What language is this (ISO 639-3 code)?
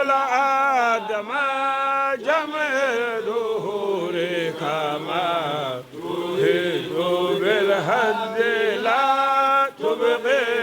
ful